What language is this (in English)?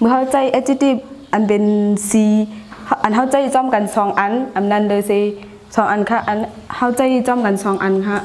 Shan